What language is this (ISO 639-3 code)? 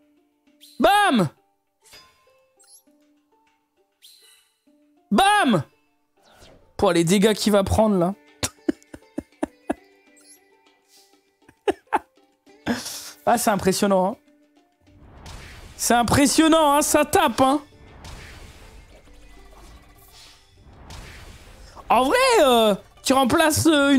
fra